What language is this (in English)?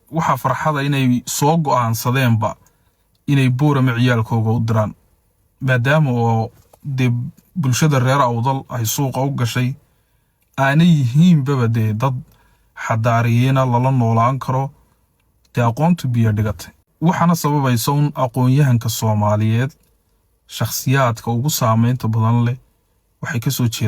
Somali